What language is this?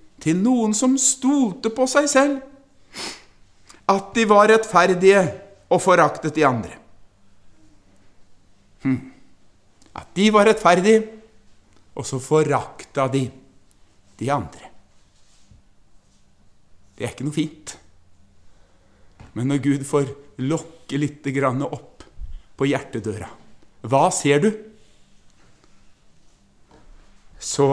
Norwegian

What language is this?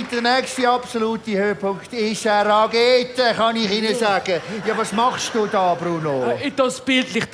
Swiss German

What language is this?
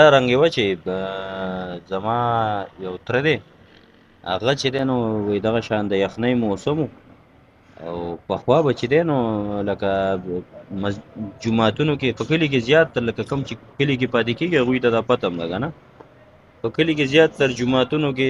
Pashto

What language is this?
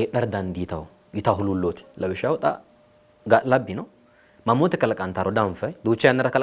Sidamo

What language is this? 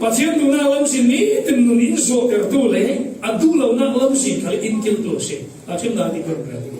Falam Chin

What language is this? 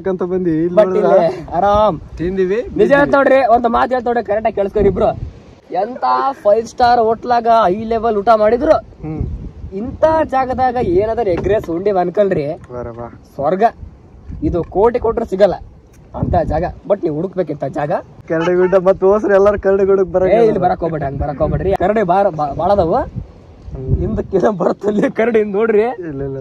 Kannada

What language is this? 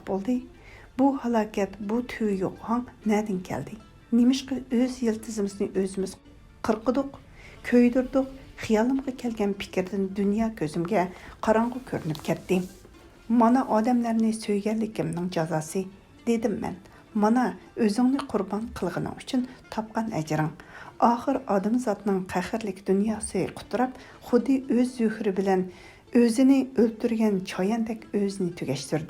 Uyghur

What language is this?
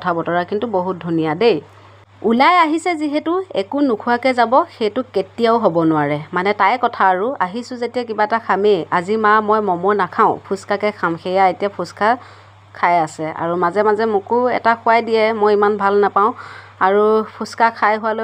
Assamese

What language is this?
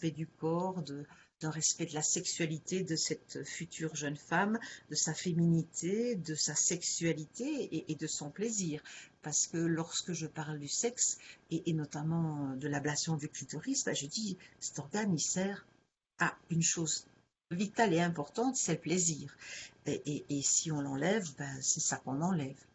French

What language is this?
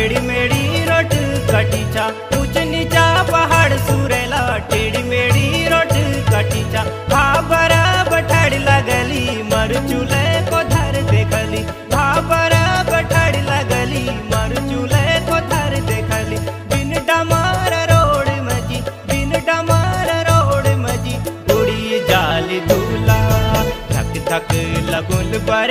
Kumaoni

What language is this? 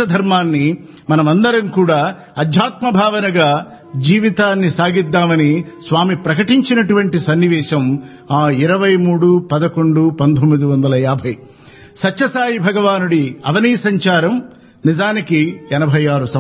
Telugu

